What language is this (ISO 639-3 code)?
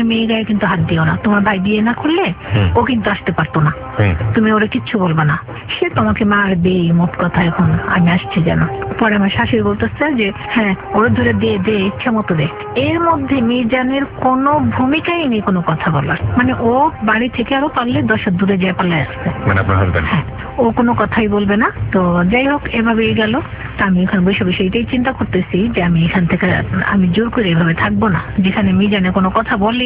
ben